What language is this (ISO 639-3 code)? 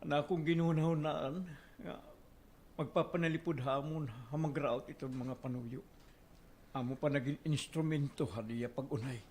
war